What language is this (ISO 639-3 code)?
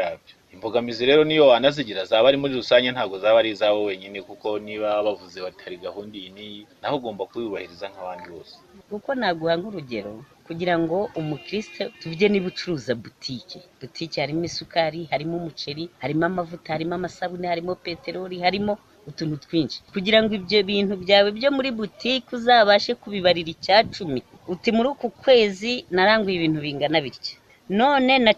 kin